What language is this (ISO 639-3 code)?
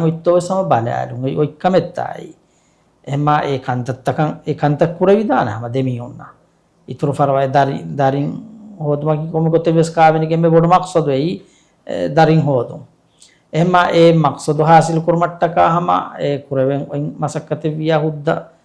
div